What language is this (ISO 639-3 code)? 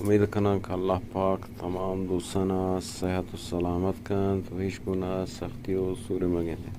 bgp